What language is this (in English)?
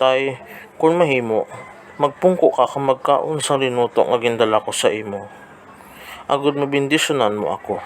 Hiligaynon